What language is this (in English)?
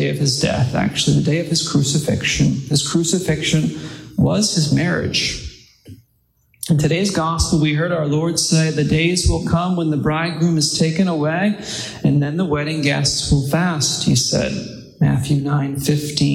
English